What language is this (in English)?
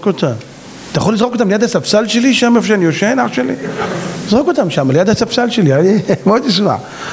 Hebrew